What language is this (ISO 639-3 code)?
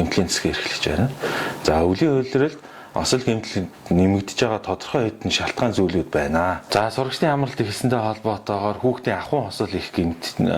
mon